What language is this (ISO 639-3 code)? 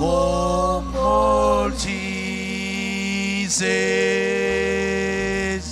mah